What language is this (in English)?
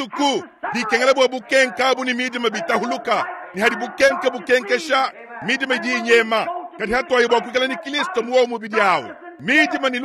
Luba-Lulua